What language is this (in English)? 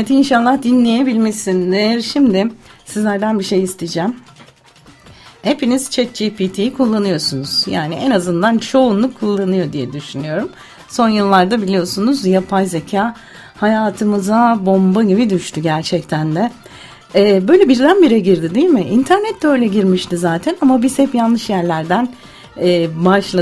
Turkish